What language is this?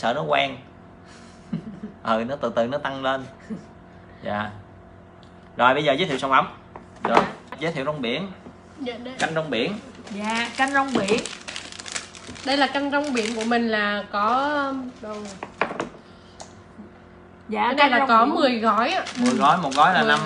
Vietnamese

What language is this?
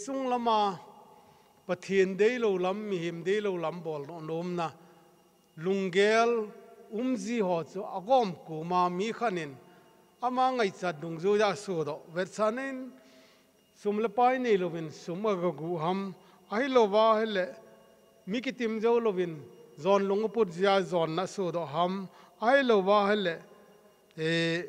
Thado Chin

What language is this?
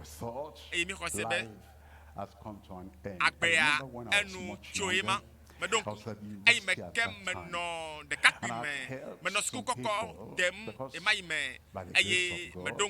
Ewe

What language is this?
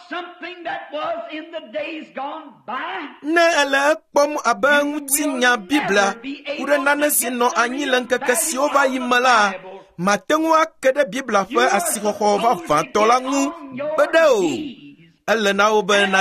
Ewe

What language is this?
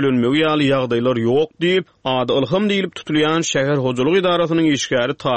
Turkmen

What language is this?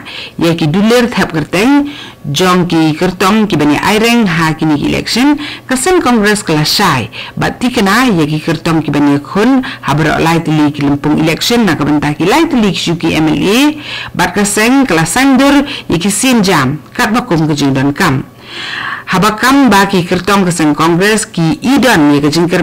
Khasi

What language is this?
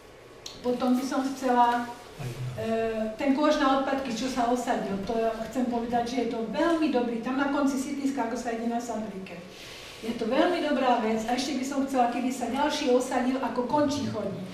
Slovak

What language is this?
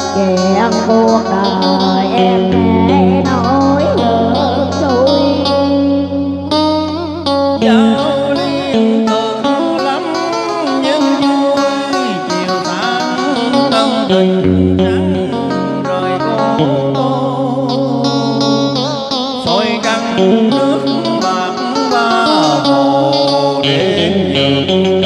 Vietnamese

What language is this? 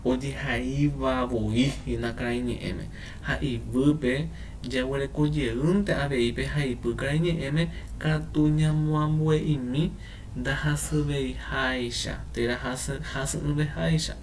Guarani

